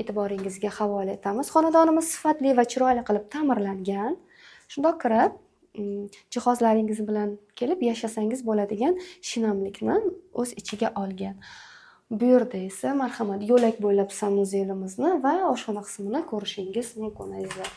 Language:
Uzbek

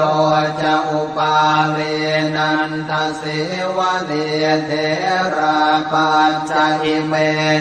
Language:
Pali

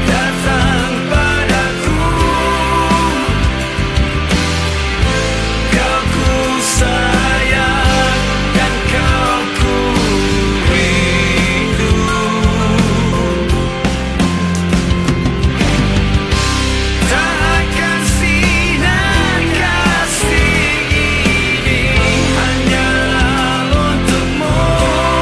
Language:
Malay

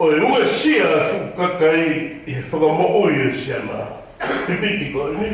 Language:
Tongan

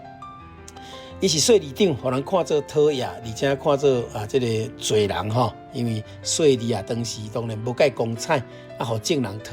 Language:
Min Nan Chinese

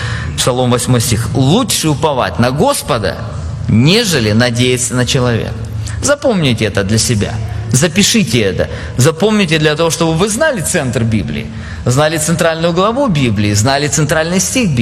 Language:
Russian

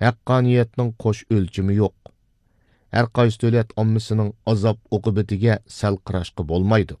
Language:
Uyghur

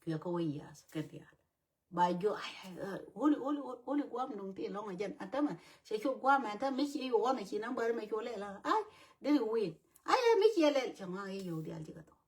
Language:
Nuer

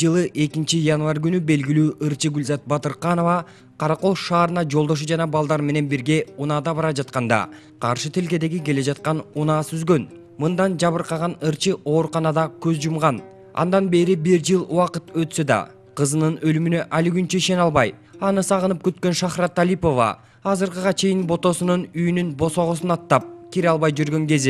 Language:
Kyrgyz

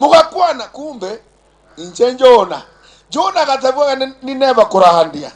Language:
Gusii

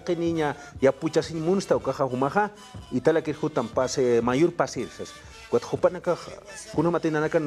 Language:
Aymara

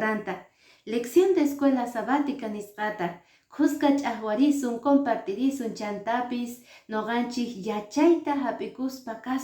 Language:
Quechua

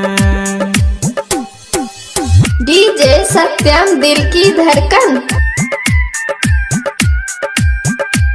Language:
Bhojpuri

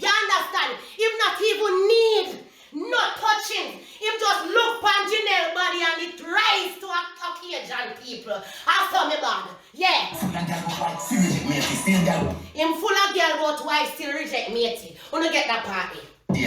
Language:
Jamaican Creole English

